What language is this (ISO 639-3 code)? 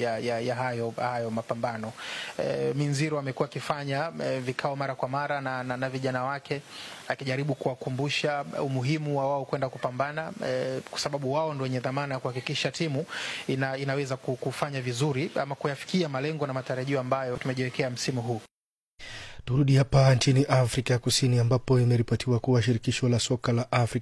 swa